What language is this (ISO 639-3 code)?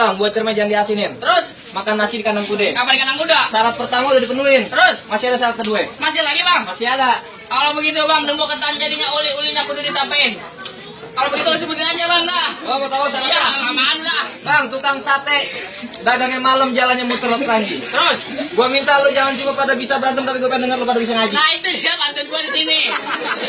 bew